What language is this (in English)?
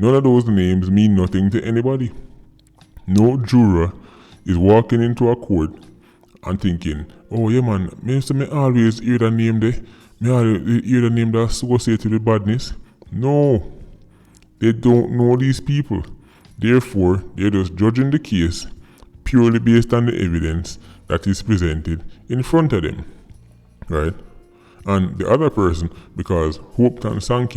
Jamaican Creole English